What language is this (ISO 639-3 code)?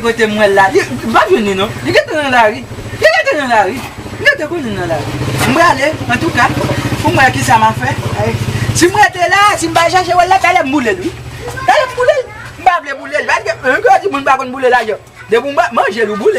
hat